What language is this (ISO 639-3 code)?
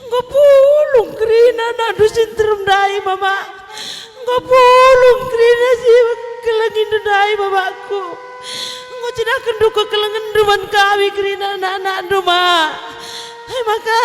btx